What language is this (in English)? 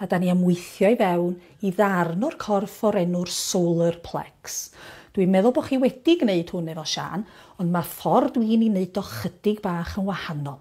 Welsh